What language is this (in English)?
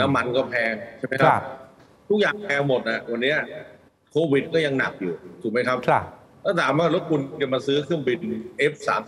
Thai